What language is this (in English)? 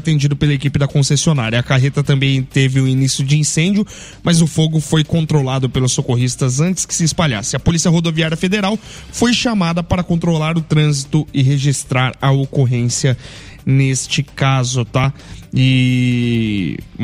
Portuguese